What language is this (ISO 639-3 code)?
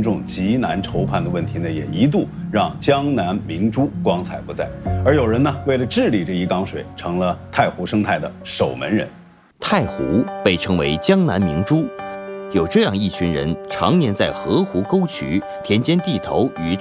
zho